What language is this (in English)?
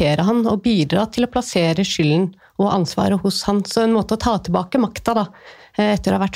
Norwegian